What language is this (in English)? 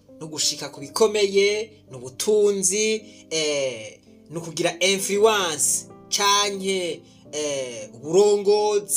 Rundi